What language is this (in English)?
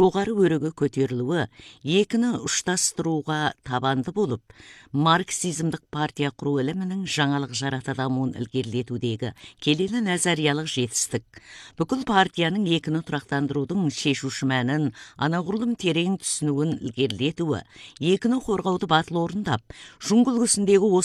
Kazakh